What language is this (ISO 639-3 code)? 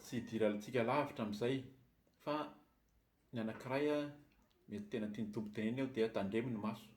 mlg